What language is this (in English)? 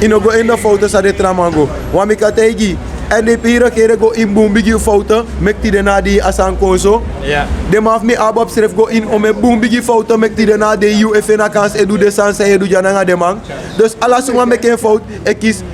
Sranan Tongo